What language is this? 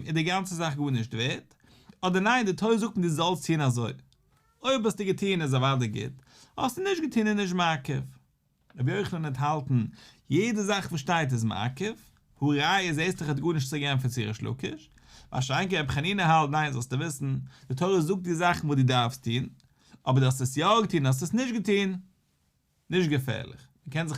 Yiddish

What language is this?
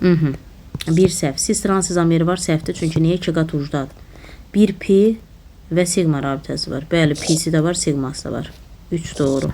Azerbaijani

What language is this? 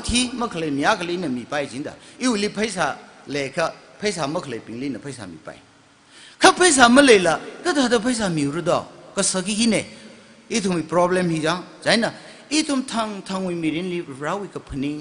Tangkhul Naga (India)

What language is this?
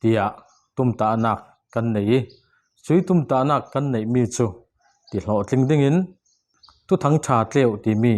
Falam Chin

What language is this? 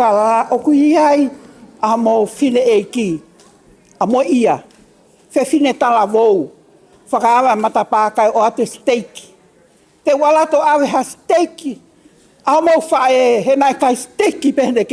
Tongan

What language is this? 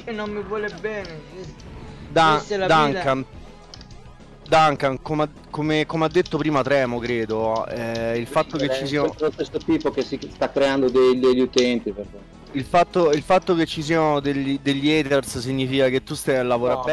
Italian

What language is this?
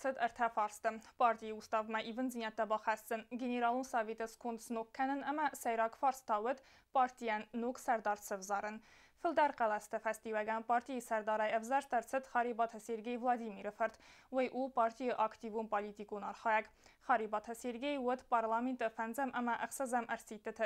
Ossetic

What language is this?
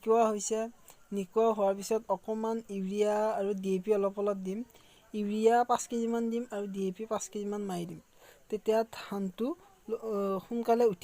Assamese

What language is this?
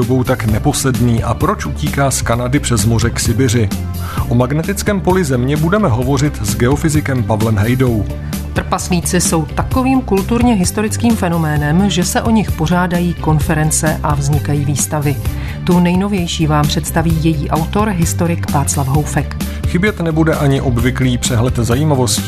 Czech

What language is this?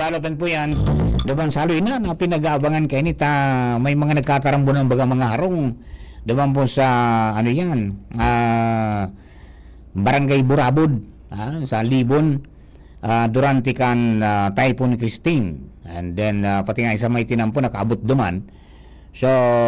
Bikol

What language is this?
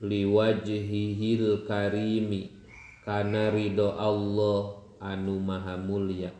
Sundanese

